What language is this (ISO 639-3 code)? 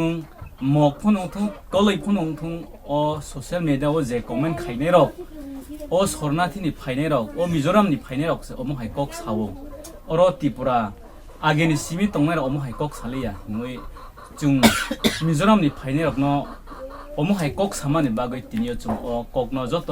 ria